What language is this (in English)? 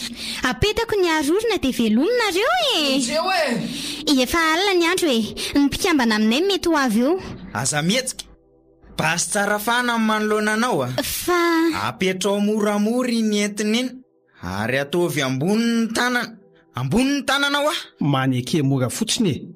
Malagasy